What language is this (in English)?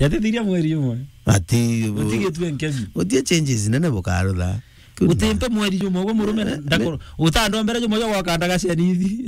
Meru